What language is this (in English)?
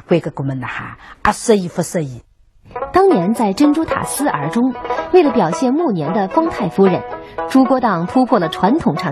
Wu Chinese